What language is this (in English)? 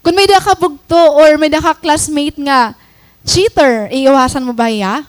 Waray